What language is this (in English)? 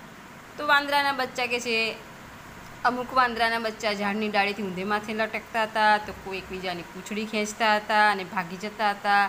Gujarati